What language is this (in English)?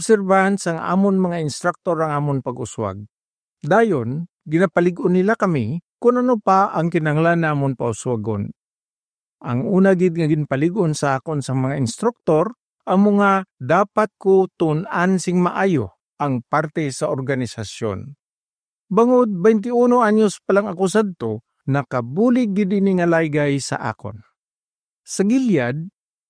Hiligaynon